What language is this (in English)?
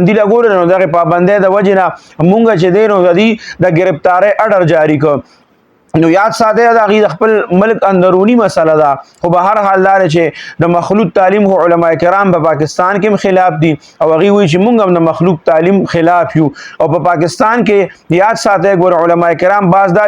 Pashto